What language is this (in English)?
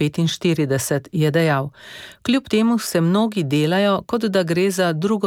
Slovenian